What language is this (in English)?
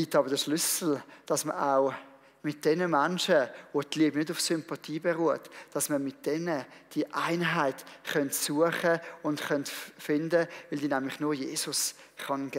Swiss German